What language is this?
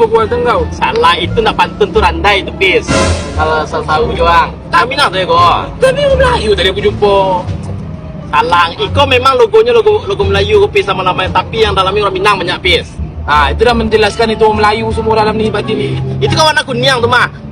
Minangkabau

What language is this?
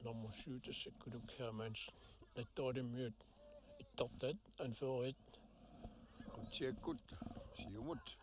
Kalaallisut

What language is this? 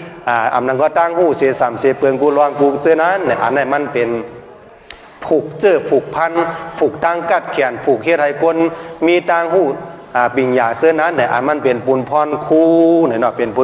Shan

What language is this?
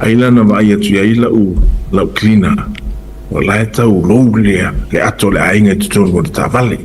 Samoan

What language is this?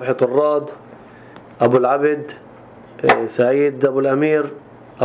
North Levantine Arabic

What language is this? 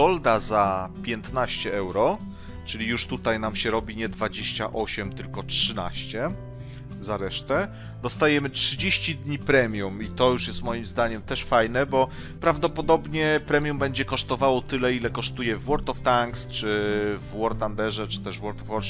Polish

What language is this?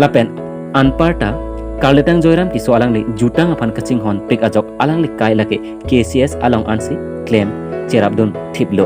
Karbi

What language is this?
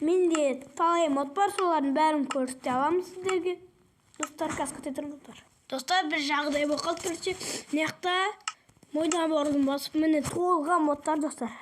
Kazakh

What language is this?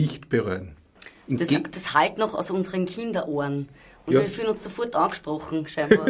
Bavarian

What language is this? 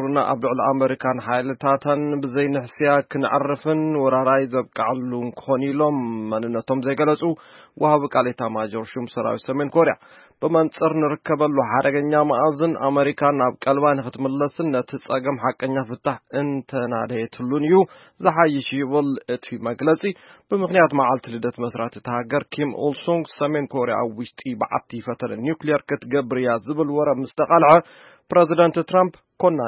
Tigrinya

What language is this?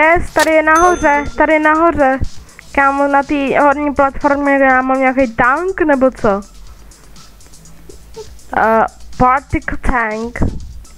Czech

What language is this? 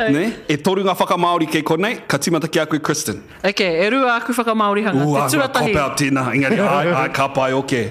Māori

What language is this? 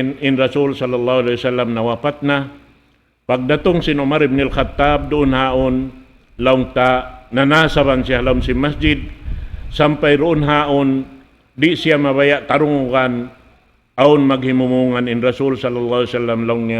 Tausug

